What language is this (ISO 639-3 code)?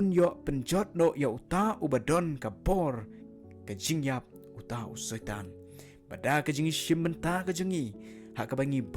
kha